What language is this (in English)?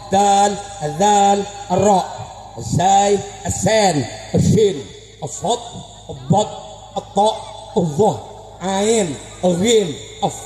Madurese